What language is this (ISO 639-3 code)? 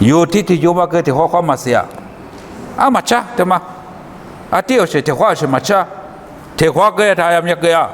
lis